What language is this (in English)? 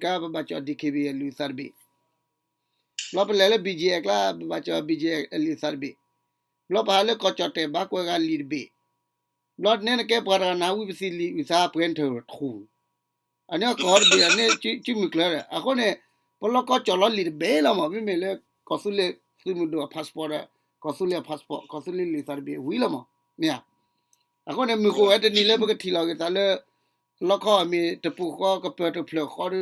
S'gaw Karen